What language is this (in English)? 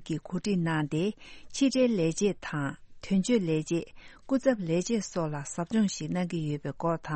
Tibetan